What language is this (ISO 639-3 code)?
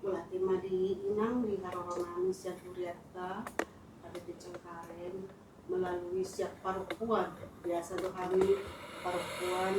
bbc